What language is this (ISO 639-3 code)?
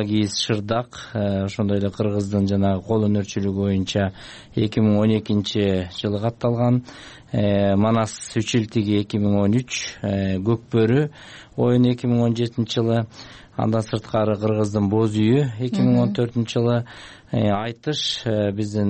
kir